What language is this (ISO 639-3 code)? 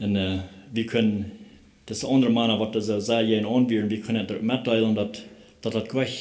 pdt